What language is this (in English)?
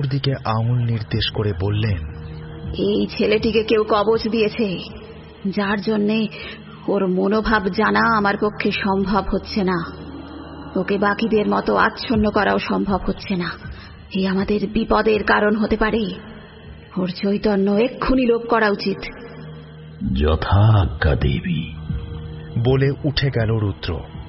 Bangla